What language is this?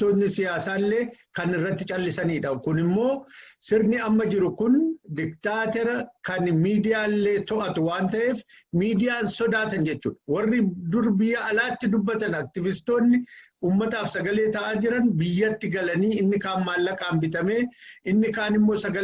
Oromo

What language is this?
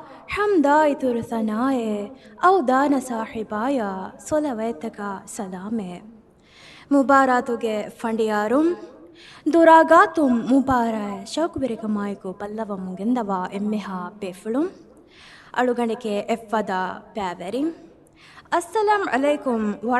Divehi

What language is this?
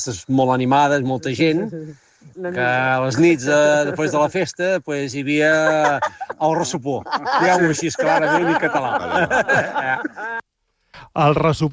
Catalan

